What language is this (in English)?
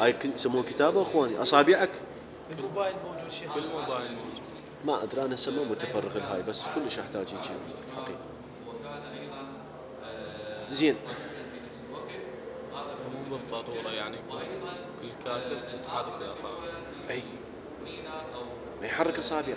Mesopotamian Arabic